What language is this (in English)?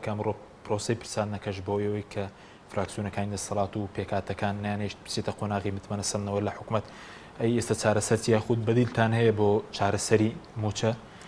Central Kurdish